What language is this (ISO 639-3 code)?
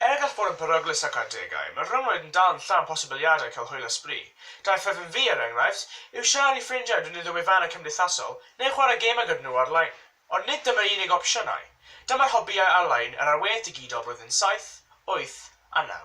cym